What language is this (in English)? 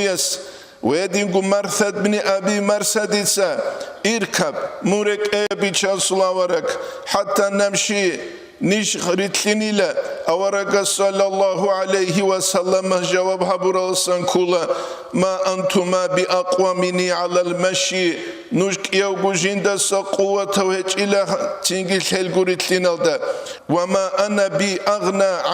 Avaric